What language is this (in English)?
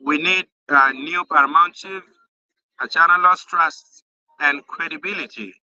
Acoli